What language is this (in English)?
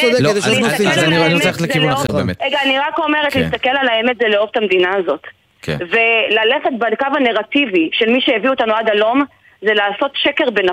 Hebrew